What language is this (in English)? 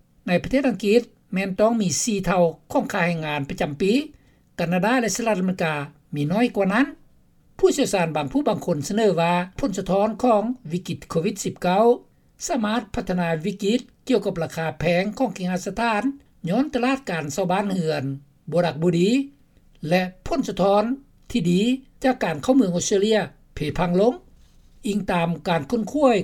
Lao